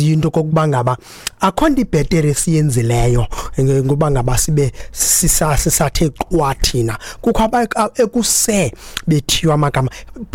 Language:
Xhosa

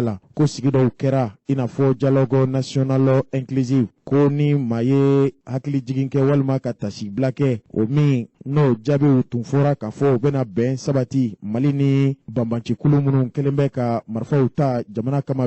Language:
Bambara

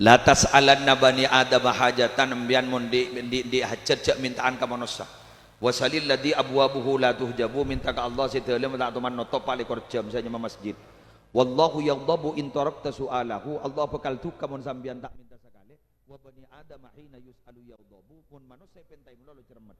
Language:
Madurese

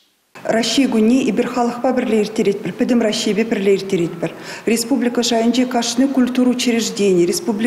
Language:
Chuvash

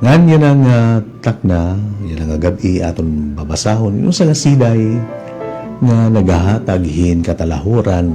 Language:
Waray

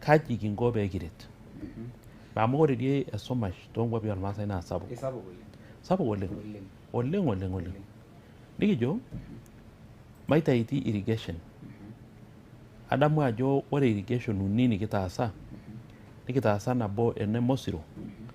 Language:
Masai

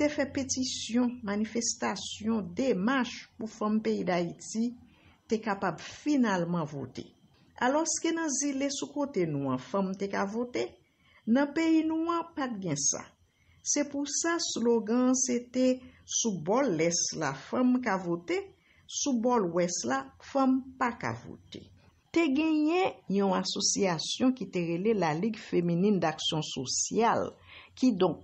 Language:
Haitian Creole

